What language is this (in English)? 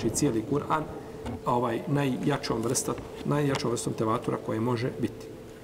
Bosnian